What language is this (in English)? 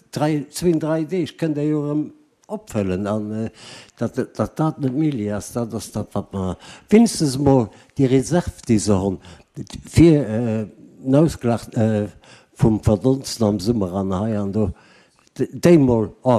Luxembourgish